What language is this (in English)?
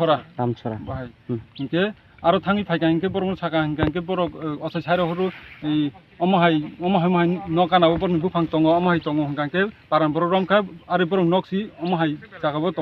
Kok Borok